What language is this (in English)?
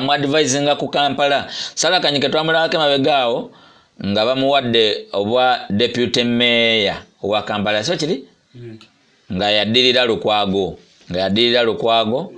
Ganda